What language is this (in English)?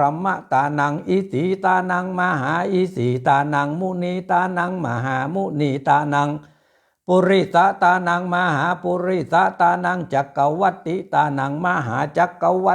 Pali